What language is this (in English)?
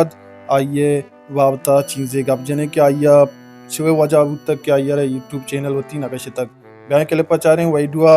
Baluchi